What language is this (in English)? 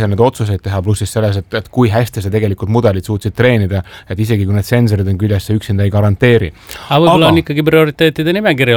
Estonian